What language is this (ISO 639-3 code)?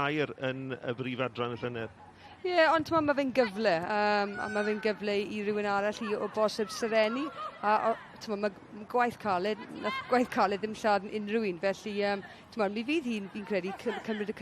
cym